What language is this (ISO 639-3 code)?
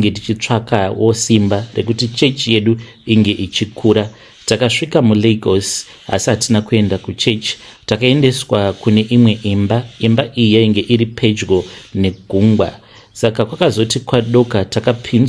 sna